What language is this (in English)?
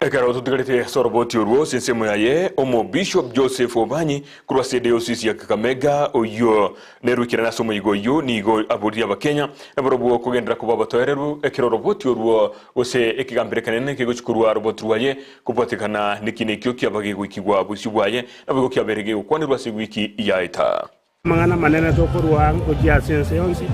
Gusii